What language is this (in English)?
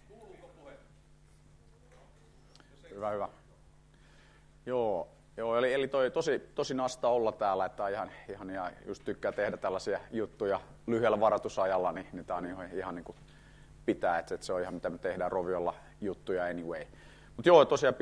Finnish